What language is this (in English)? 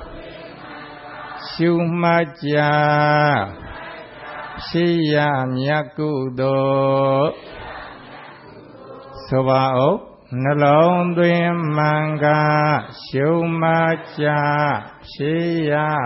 Burmese